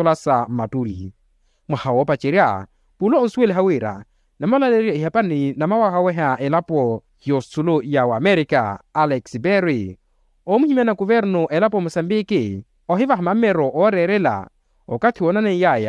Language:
Makhuwa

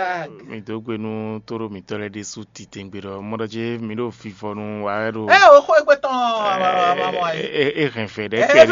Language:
Fon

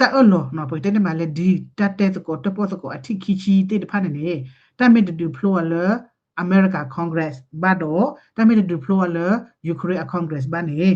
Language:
S'gaw Karen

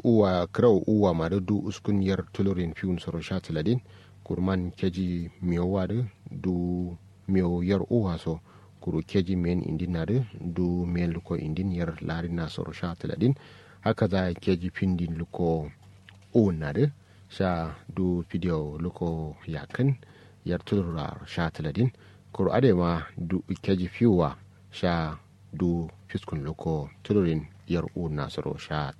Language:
Kanuri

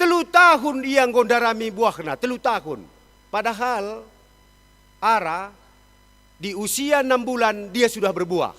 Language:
Batak Karo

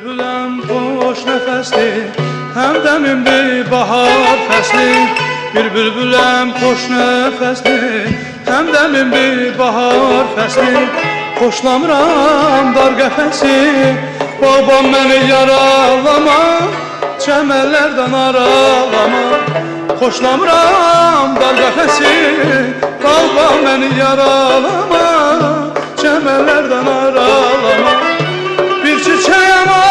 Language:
South Azerbaijani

